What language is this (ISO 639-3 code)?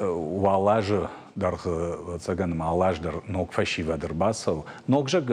oss